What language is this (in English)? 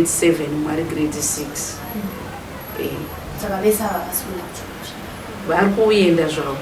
Shona